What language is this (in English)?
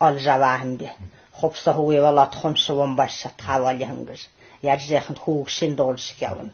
Buriat